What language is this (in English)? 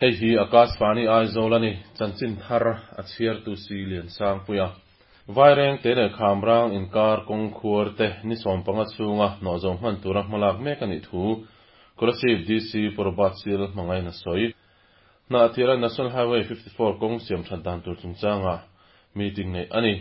Mizo